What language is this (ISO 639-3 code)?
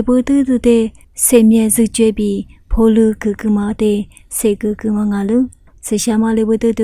lis